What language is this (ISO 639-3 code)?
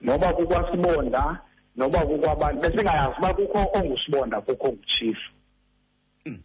xho